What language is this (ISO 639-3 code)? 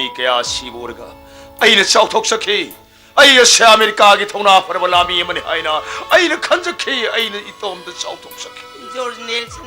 mni